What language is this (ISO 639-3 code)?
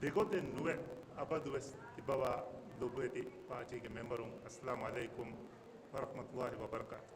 div